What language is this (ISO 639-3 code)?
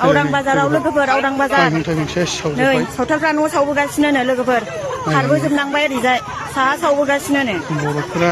brx